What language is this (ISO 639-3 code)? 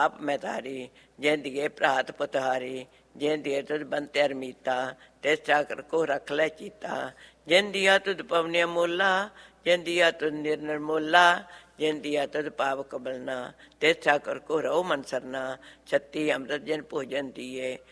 pan